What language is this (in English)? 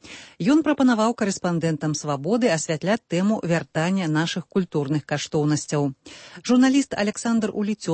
Belarusian